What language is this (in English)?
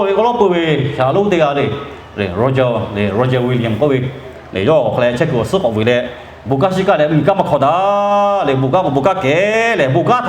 Lahu